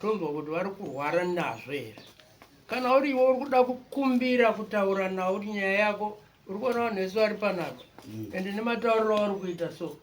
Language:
Shona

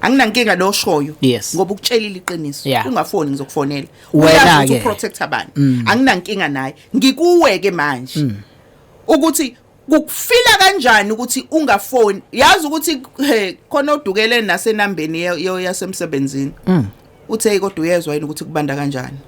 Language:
Zulu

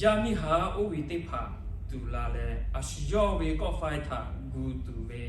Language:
Lahu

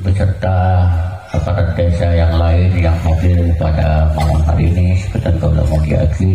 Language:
Madurese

